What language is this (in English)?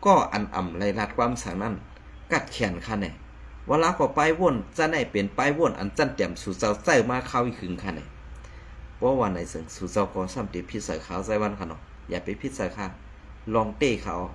Shan